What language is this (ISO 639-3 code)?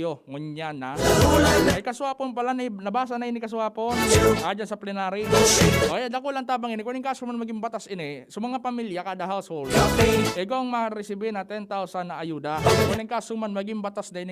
bik